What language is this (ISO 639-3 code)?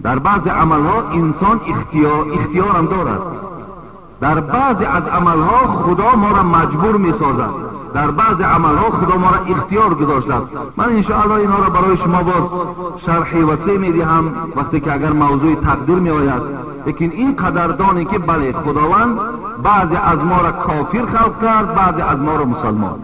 tgk